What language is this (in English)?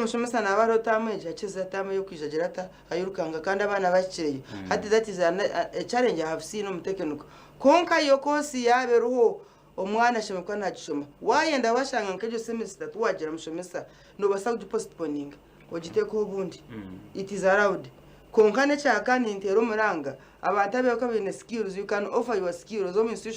Nyankole